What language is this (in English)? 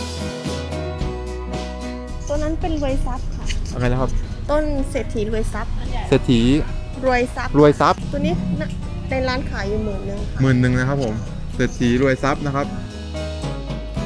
Thai